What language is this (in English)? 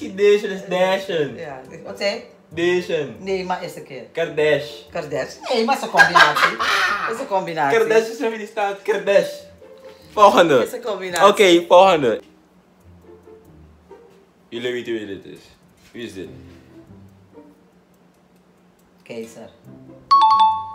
Dutch